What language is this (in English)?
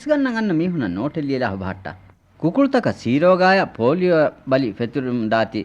Divehi